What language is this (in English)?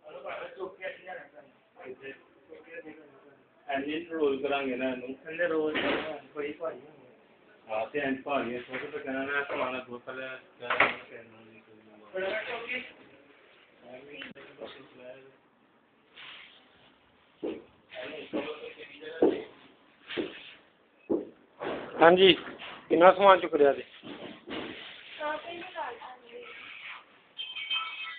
Punjabi